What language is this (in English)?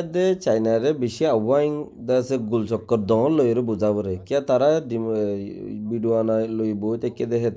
Rohingya